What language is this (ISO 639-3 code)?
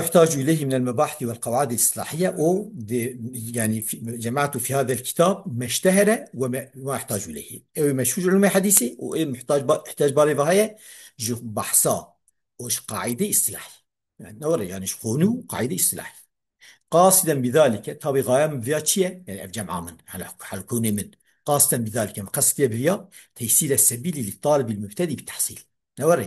kur